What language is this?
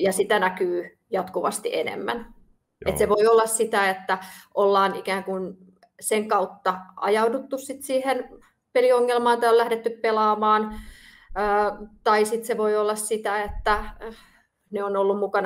Finnish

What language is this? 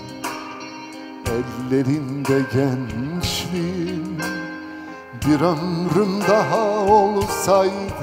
Turkish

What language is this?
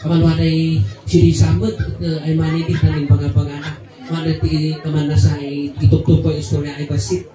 Kankanaey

